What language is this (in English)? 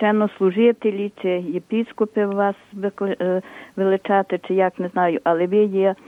Ukrainian